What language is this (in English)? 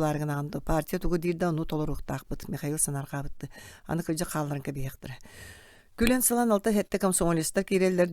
Yakut